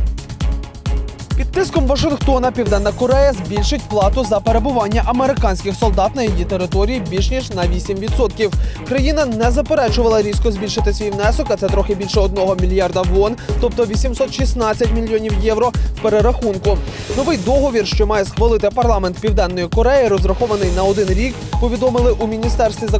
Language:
Ukrainian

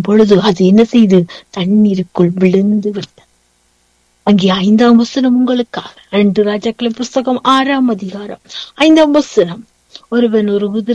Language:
Tamil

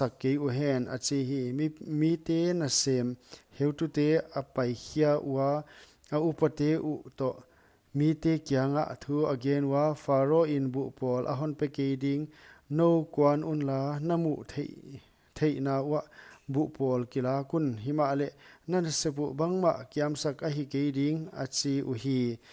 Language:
Paite Chin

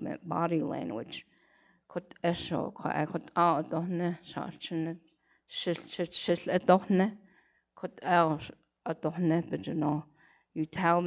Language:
Navajo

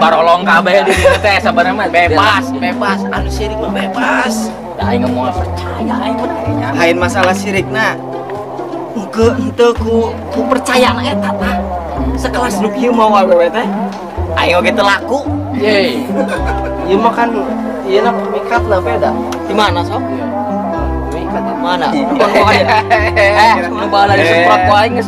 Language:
Sundanese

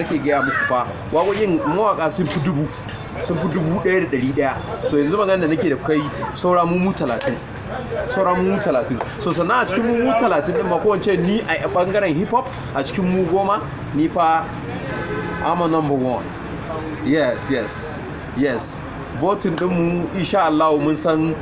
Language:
Hausa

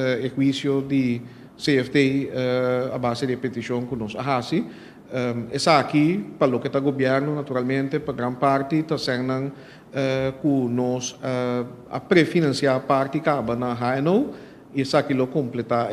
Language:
Papiamento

